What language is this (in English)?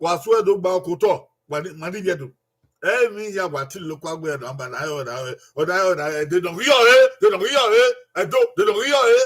Bini